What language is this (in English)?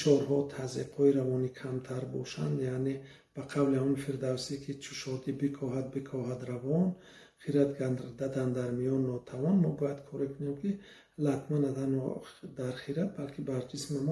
Tajik